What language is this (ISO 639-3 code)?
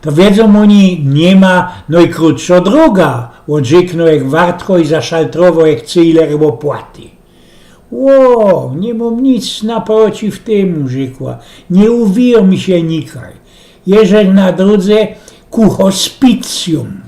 szl